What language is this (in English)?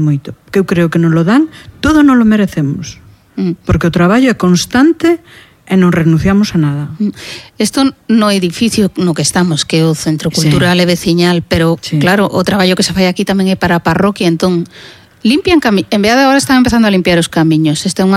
Galician